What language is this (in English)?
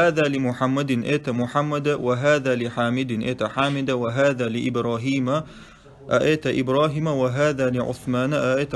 Chechen